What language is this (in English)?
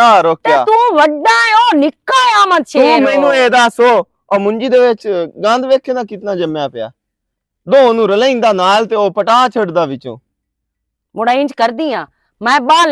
Western Panjabi